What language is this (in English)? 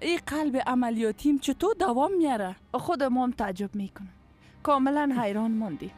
Persian